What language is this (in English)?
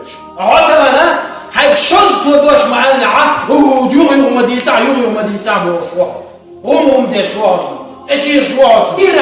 Chechen